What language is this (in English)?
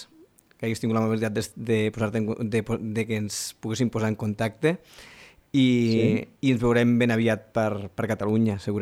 Catalan